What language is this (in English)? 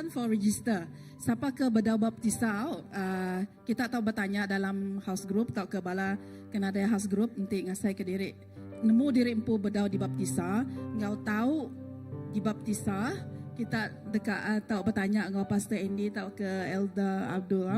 Iban